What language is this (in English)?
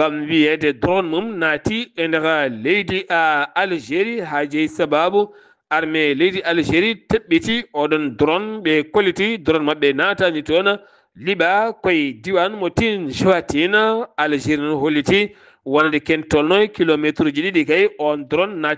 Fula